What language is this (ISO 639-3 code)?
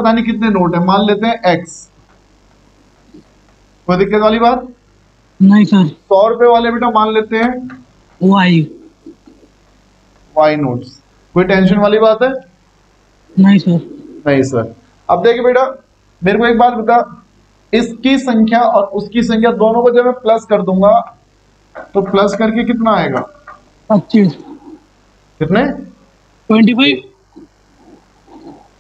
hin